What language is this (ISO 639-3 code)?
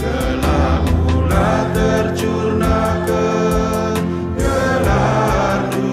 btx